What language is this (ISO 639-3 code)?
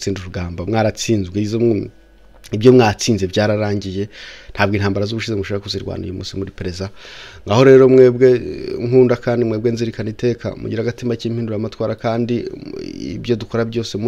kin